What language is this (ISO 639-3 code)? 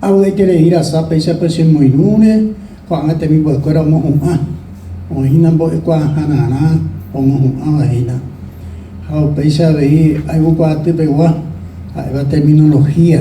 grn